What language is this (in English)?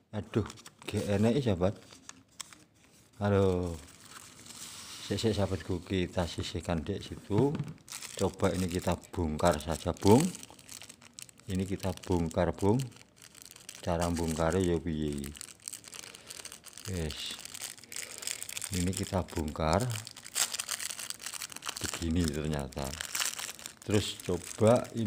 Indonesian